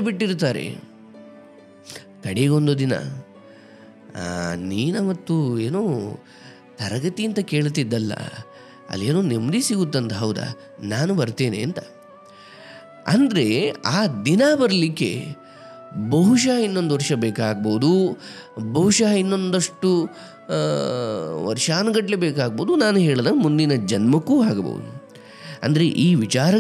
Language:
Kannada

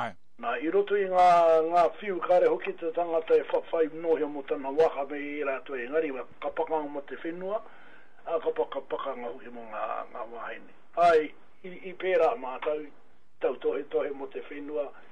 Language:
Māori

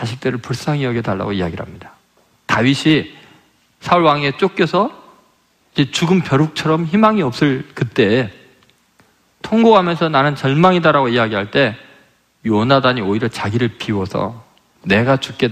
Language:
Korean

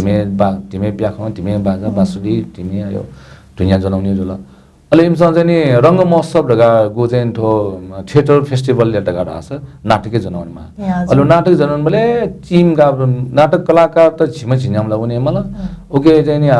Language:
Newari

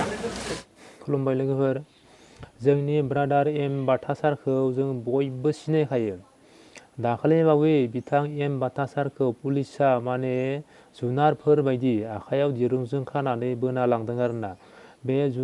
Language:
Bodo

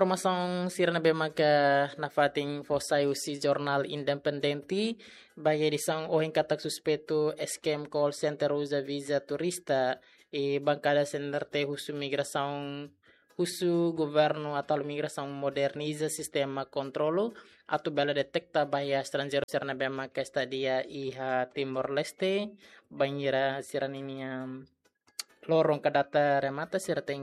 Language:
Tetum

